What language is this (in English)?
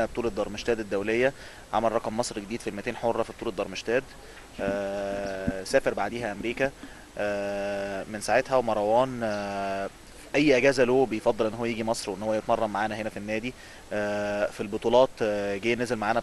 Egyptian Arabic